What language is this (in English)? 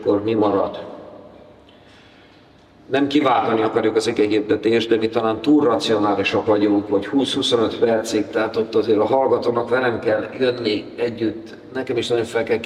Hungarian